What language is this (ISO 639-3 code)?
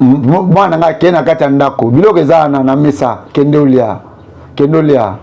lin